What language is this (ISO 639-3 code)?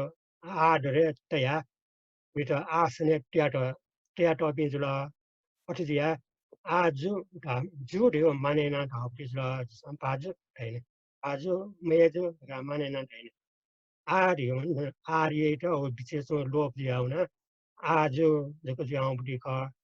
new